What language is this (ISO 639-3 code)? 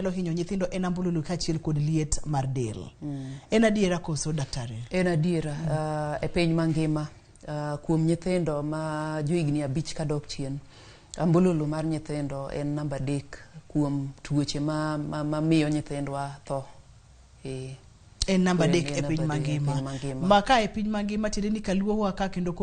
luo